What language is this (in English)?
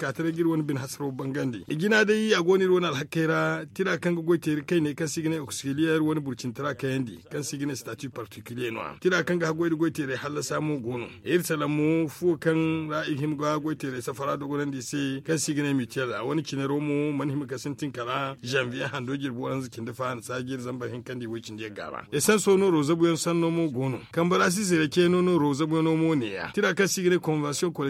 Zarma